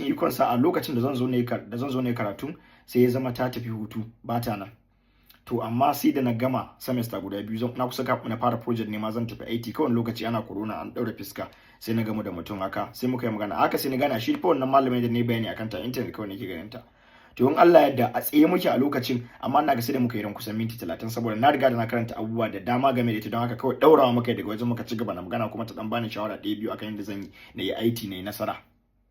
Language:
Hausa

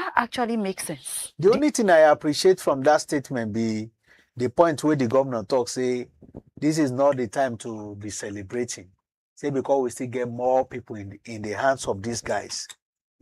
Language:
Nigerian Pidgin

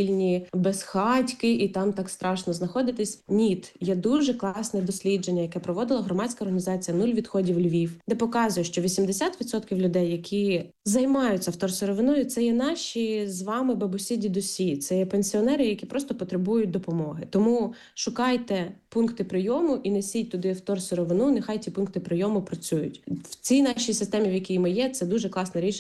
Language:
Ukrainian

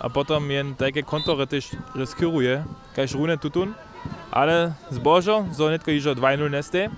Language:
Upper Sorbian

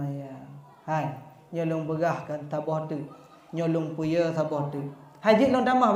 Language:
Achinese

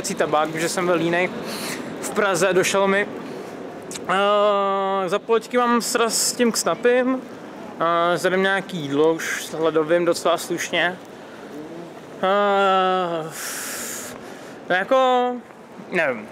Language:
Czech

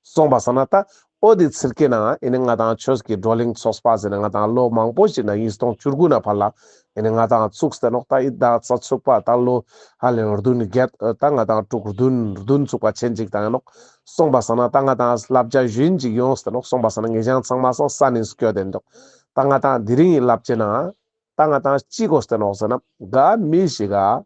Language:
Ladakhi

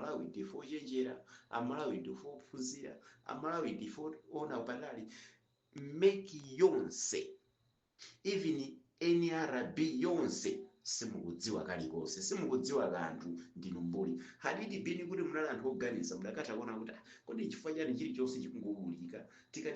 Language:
Nyanja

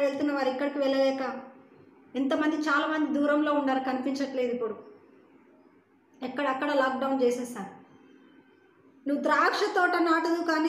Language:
Telugu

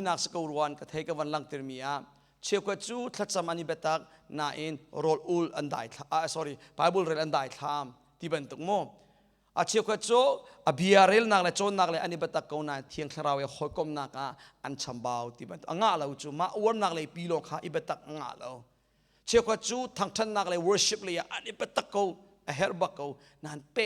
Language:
Hakha Chin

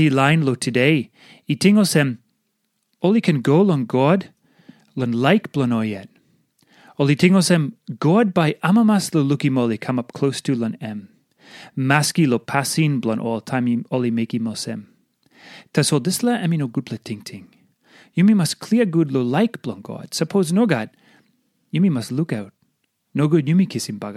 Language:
Tok Pisin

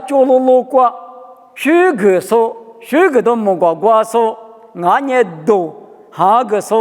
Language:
Lisu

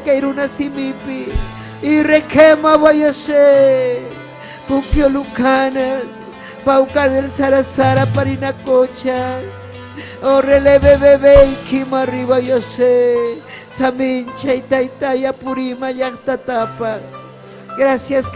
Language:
Ayacucho Quechua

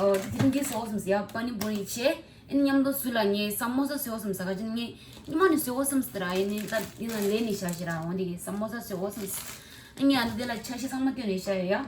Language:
Tibetan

